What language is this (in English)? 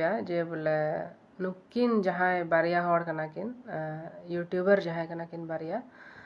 Santali